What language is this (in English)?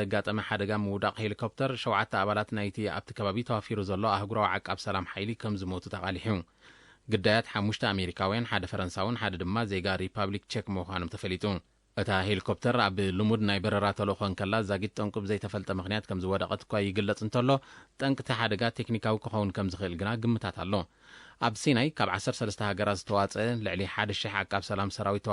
Tigrinya